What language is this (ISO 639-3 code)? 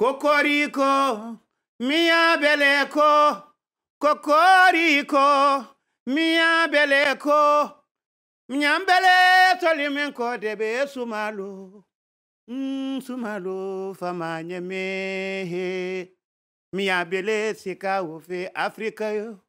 ful